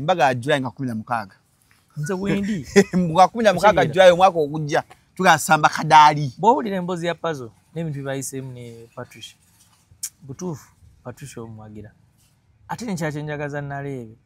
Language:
Ganda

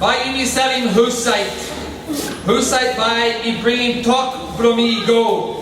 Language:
Tok Pisin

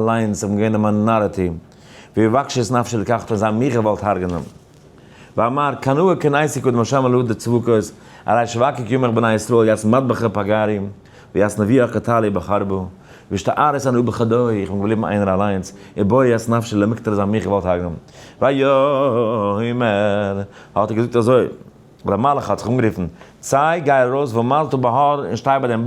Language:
Yiddish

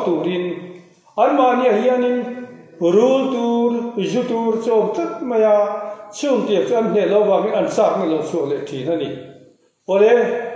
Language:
Mizo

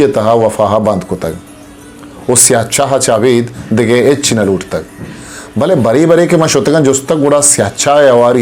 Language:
Eastern Balochi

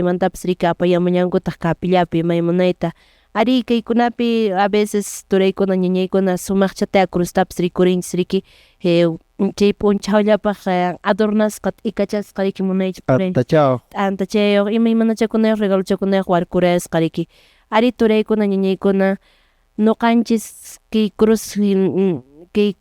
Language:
Quechua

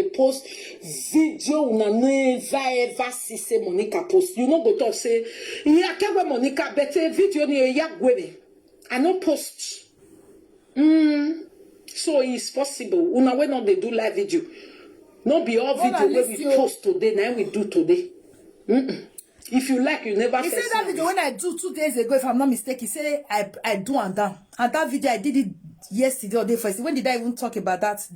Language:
Nigerian Pidgin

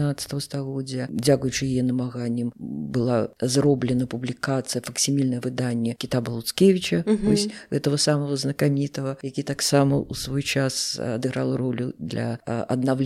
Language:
Belarusian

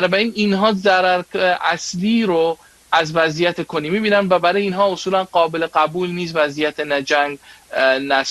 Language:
Persian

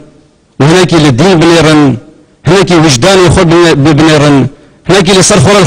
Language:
Kurdish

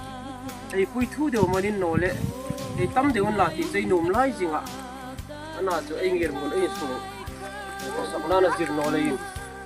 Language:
Hmar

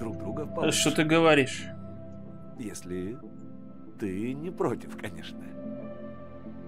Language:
Russian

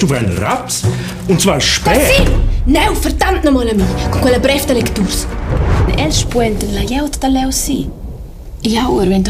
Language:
Romansh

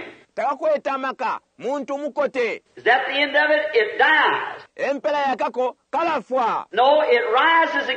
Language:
Bemba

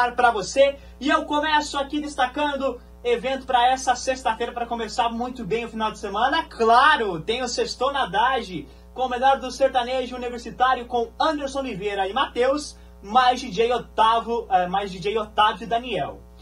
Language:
Portuguese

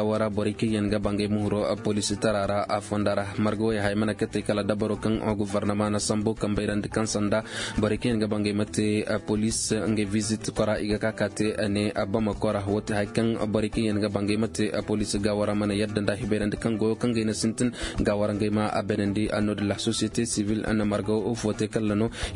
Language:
Koyraboro Senni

